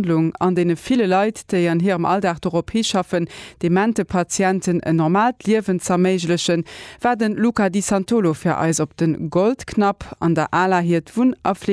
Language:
Luxembourgish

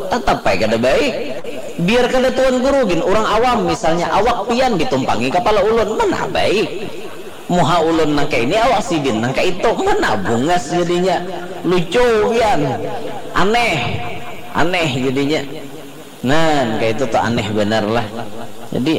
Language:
Banjar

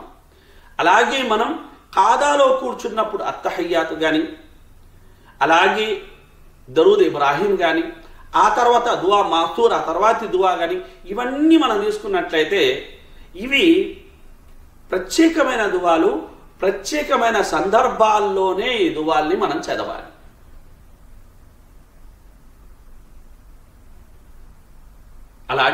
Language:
Telugu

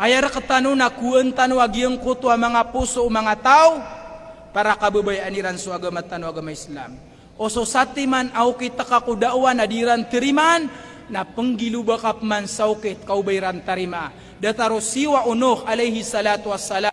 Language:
Maranao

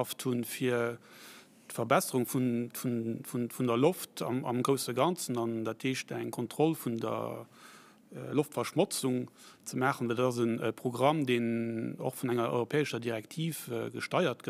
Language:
Luxembourgish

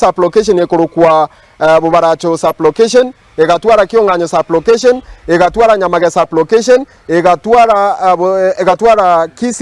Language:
Gusii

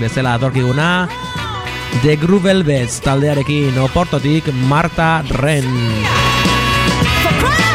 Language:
Basque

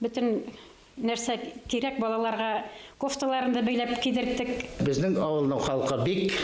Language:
Bashkir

